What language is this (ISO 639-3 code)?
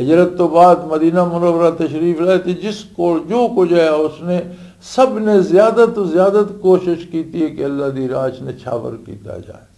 lah